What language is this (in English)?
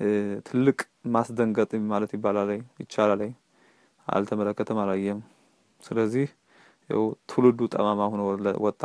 Amharic